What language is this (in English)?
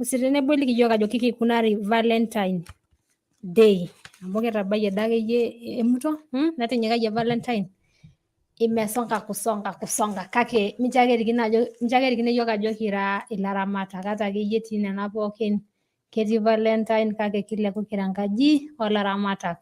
Masai